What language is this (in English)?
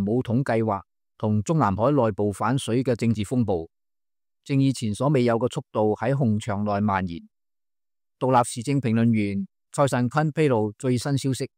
Cantonese